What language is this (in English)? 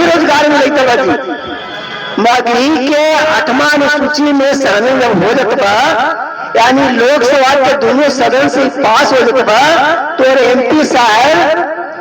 Magahi